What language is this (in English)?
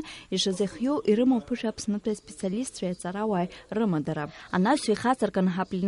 Abkhazian